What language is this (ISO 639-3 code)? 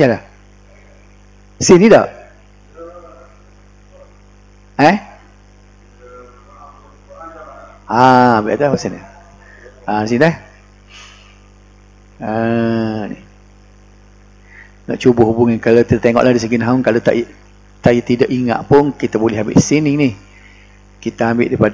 msa